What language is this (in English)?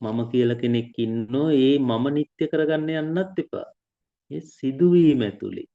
Sinhala